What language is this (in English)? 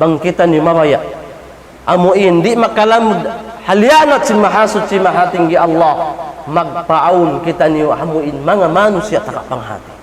Tausug